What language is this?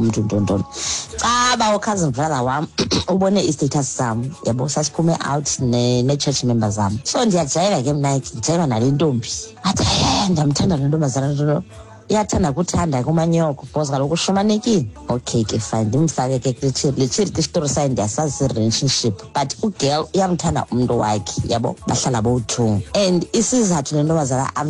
Xhosa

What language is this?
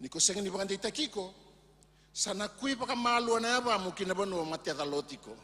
Fijian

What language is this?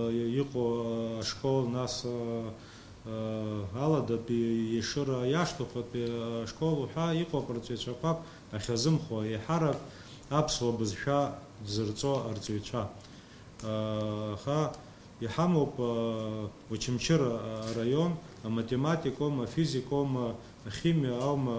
Abkhazian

